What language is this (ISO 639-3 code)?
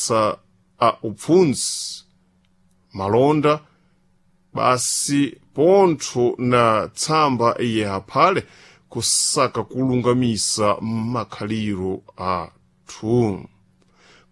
seh